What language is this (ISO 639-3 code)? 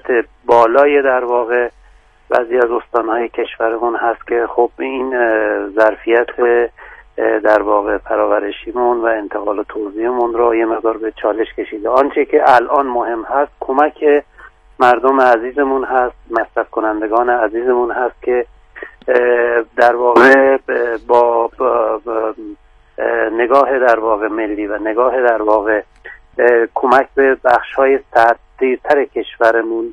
fas